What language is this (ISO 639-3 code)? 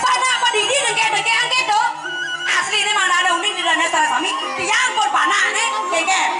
ban